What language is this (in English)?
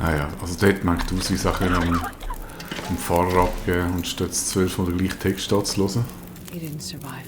Swiss German